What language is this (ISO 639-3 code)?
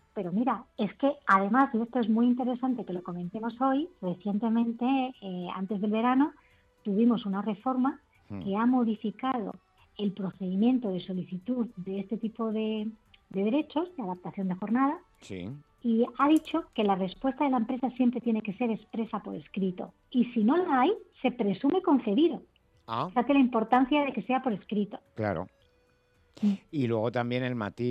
spa